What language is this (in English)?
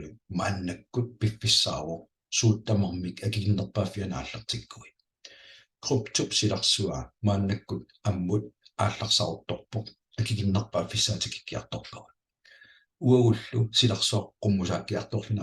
Kalaallisut